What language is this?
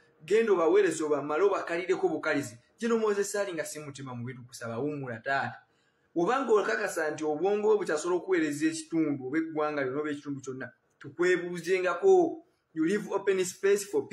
Ganda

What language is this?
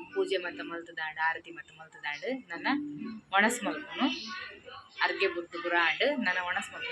Tulu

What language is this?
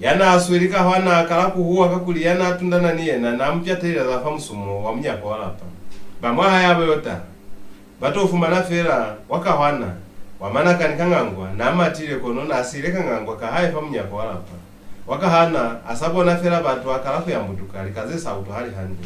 Lozi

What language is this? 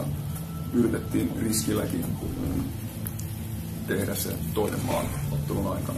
Finnish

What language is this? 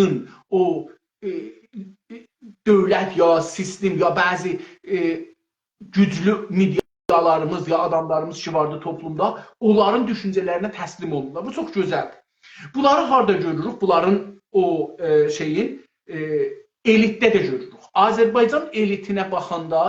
South Azerbaijani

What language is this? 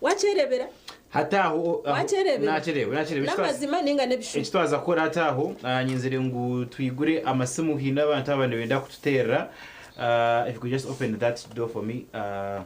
Nyankole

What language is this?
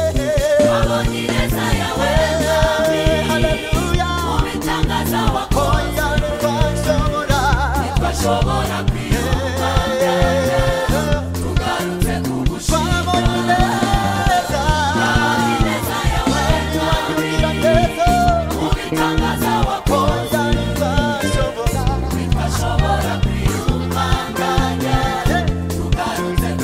Kinyarwanda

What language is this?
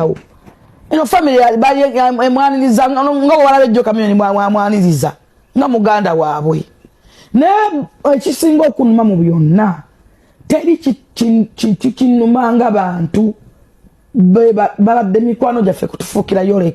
Ganda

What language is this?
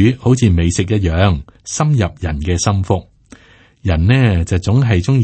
Cantonese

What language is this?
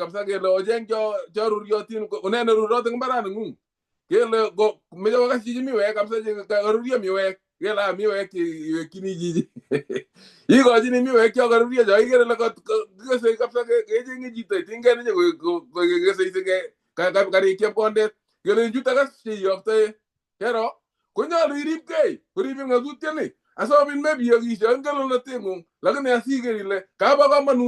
Kalenjin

